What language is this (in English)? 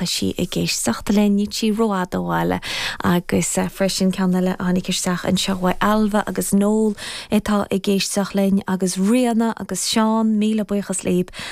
Irish